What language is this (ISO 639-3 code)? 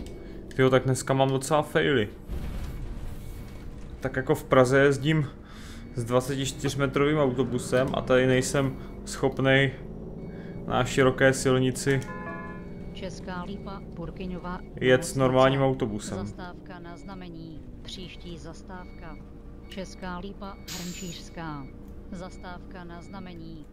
ces